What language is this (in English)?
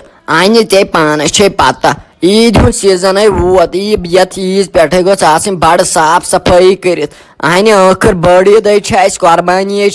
Kashmiri